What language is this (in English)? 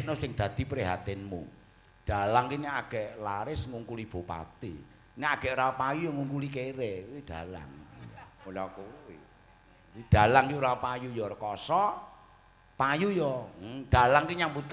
Javanese